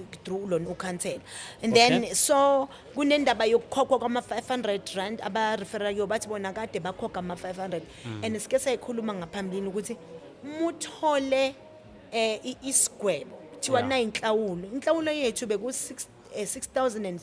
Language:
Zulu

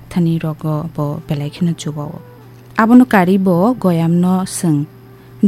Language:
Kok Borok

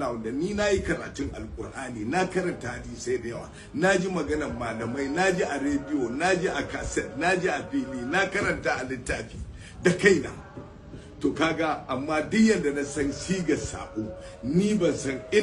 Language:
Hausa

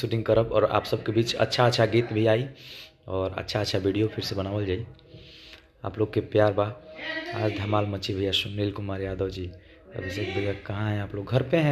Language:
Bhojpuri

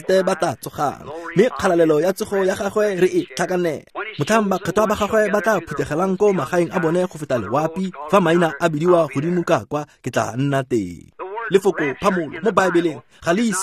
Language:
Tswana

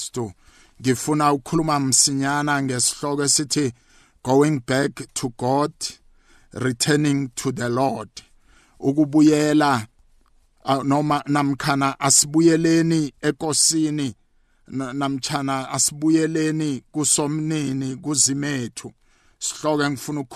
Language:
South Ndebele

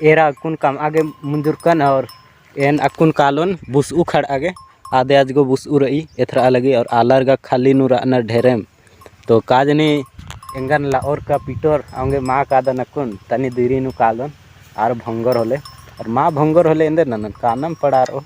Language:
Kurukh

